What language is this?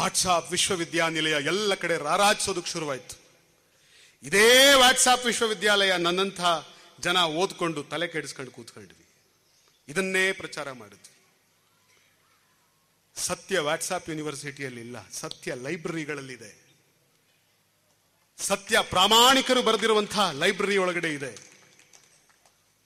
Kannada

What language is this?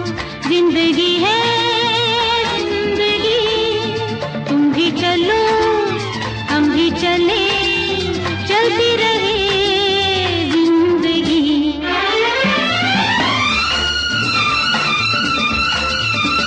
Hindi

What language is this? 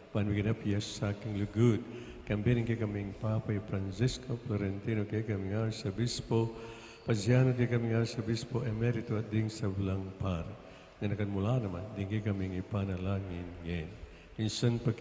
Pampanga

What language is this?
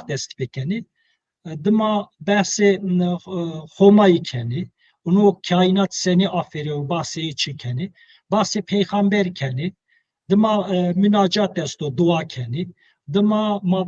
Zaza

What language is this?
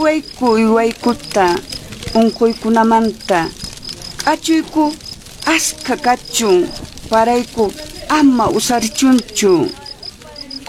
Quechua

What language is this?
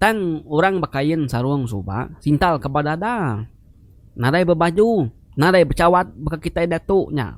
Iban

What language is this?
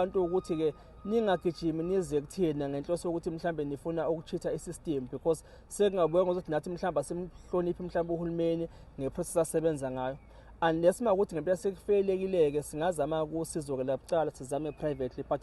Zulu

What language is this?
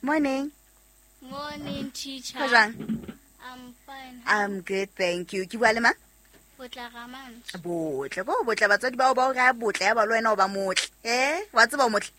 Southern Sotho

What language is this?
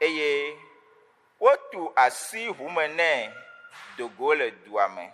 Ewe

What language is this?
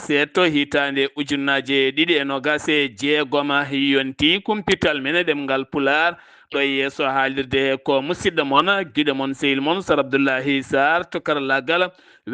Fula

